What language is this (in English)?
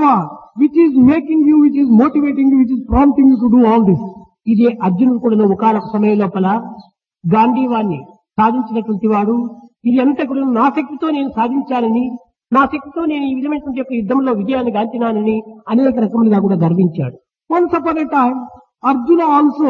Telugu